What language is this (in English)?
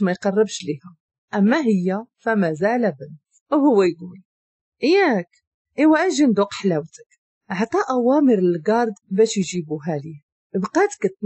Moroccan Arabic